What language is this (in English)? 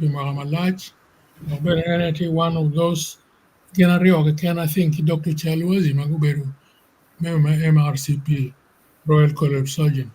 Acoli